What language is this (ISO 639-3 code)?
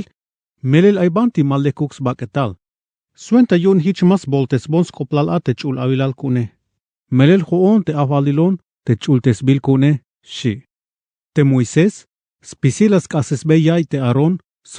tzh